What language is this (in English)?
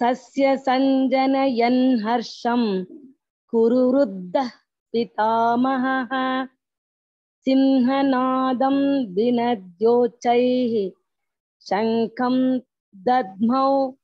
Sanskrit